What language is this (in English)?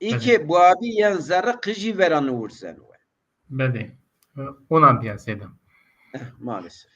Zaza